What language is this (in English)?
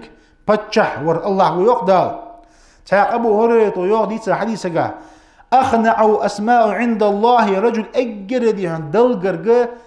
Ingush